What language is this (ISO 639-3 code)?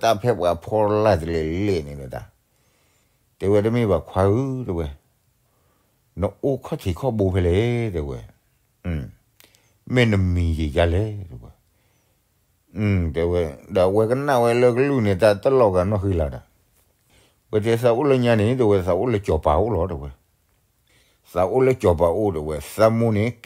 ksw